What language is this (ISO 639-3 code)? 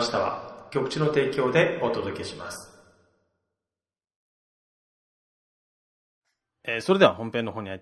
jpn